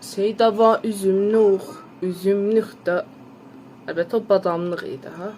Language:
South Azerbaijani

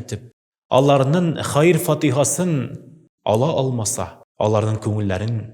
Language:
Tatar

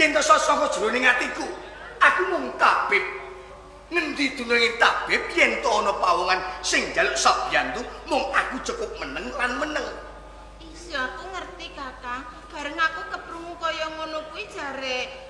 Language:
Javanese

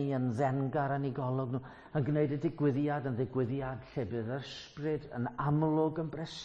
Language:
Welsh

